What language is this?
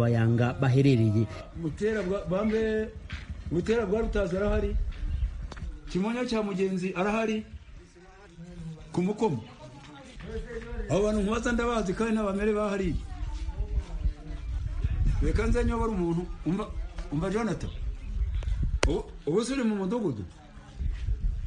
Kinyarwanda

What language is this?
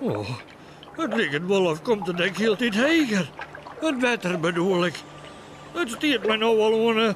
Western Frisian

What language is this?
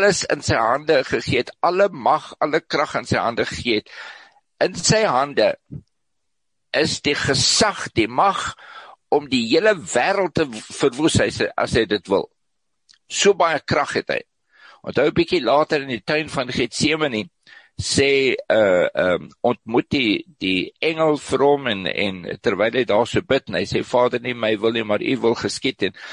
Afrikaans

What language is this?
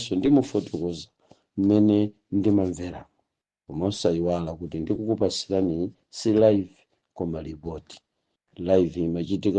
Nyanja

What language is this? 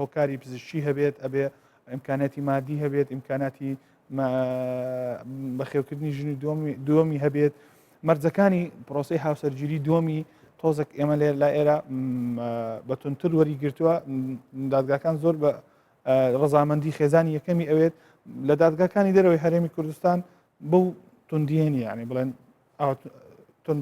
Central Kurdish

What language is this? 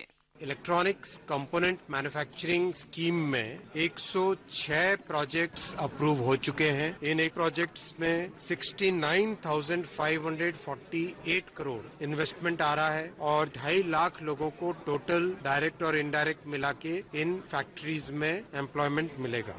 Urdu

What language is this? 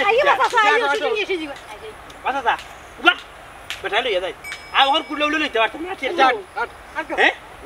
Sylheti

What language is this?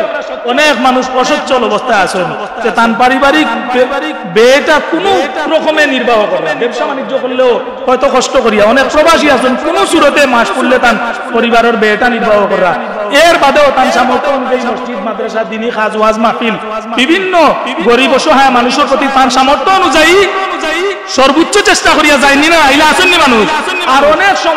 Sylheti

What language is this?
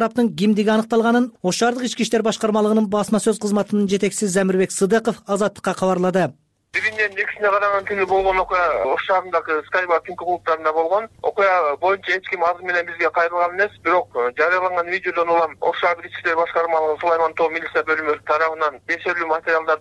Kyrgyz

